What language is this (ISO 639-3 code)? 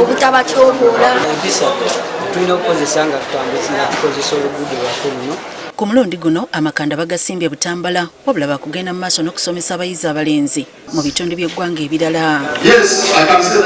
lug